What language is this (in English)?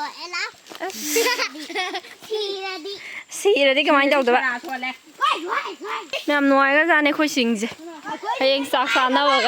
Manipuri